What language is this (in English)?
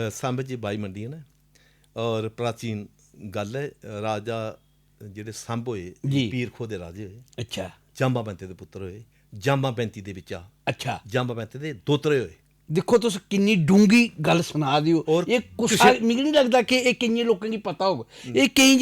Dogri